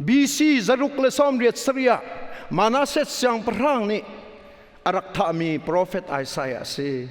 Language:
Hakha Chin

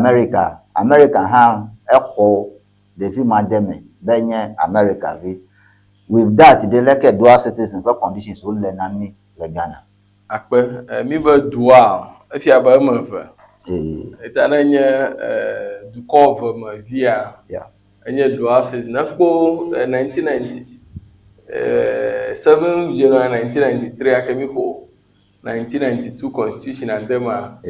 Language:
Ewe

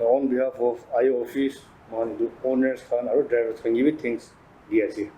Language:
Naga Pidgin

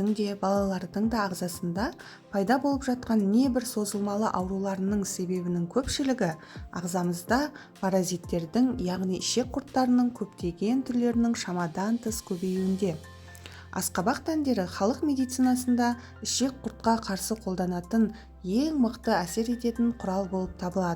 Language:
Kazakh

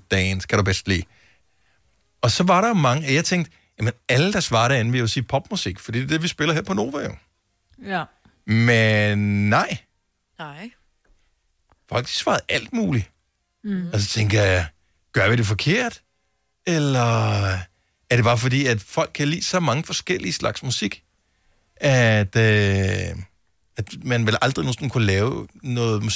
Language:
Danish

